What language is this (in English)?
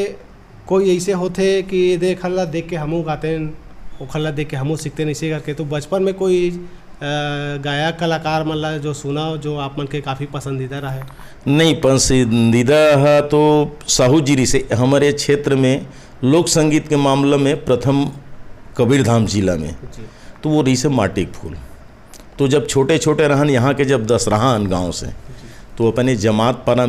Chhattisgarhi